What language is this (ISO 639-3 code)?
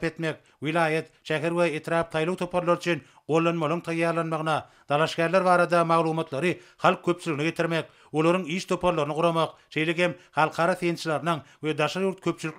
tuk